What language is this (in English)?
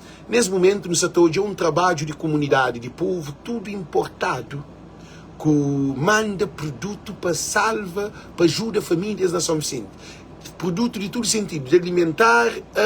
Kabuverdianu